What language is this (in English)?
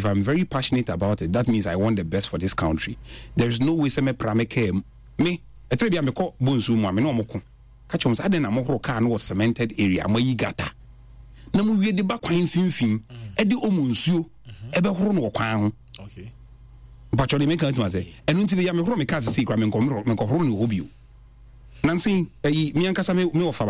Akan